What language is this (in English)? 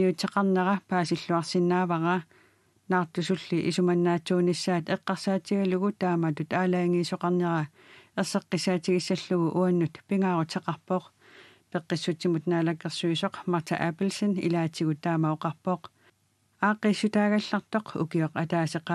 Kalaallisut